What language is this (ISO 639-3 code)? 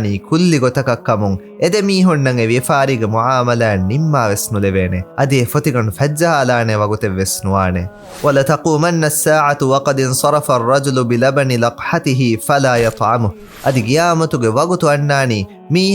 div